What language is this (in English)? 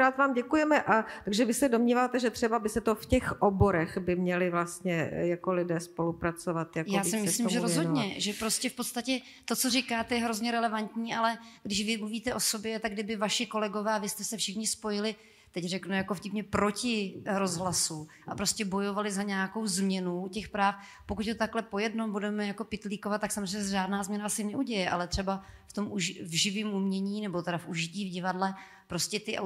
Czech